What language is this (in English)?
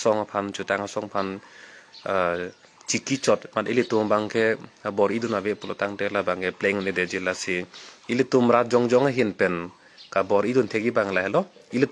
Karbi